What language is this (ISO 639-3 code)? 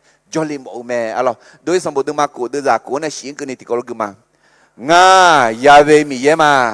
ahk